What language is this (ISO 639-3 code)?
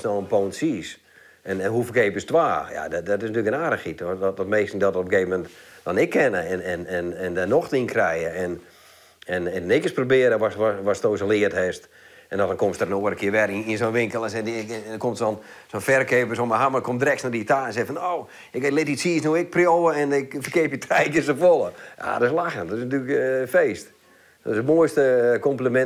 fry